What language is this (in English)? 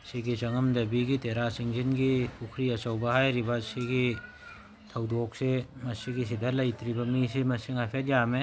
Manipuri